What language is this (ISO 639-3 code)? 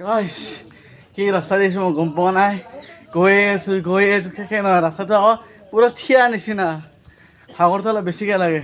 asm